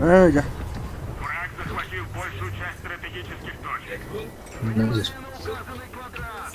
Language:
Yakut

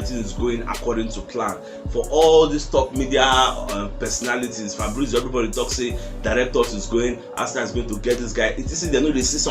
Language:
Nigerian Pidgin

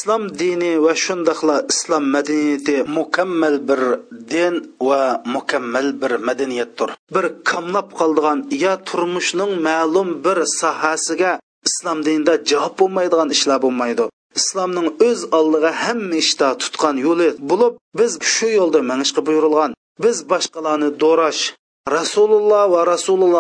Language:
Uyghur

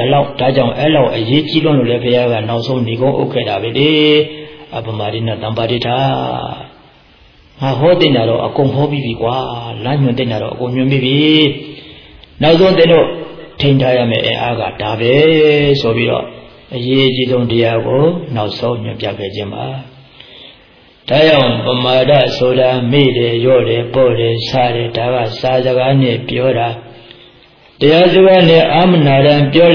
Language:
Burmese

